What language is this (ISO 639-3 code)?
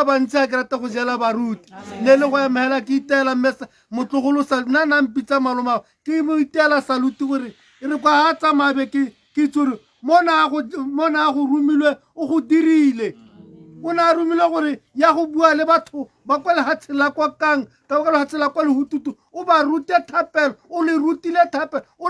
tsn